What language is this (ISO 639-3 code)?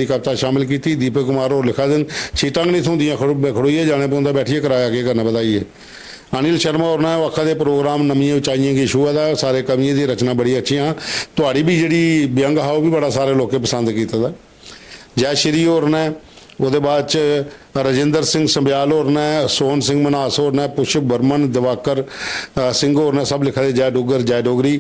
doi